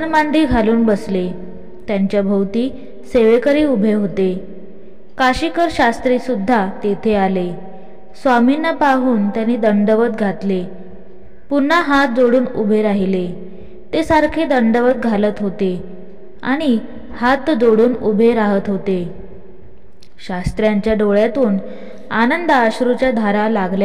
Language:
Marathi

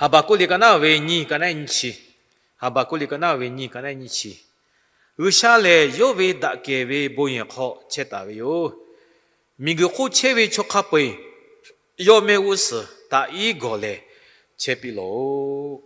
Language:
Lahu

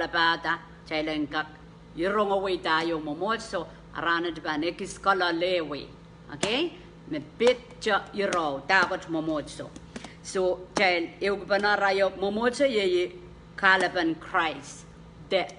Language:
Pohnpeian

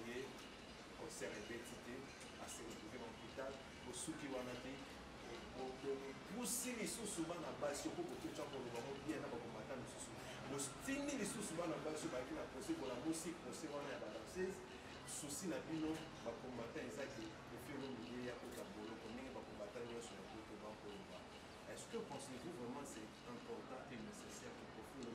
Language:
Lingala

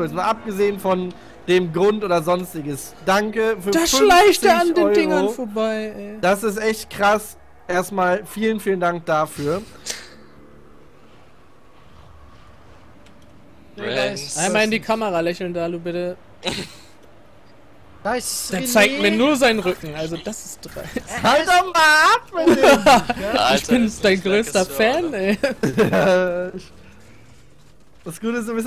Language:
German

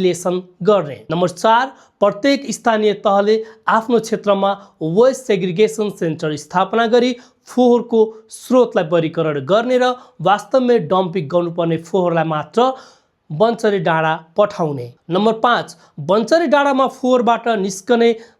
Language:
Nepali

